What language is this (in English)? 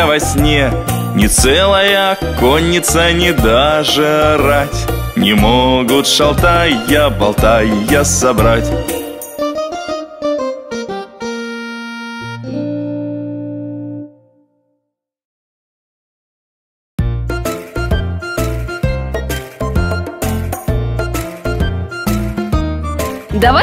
Russian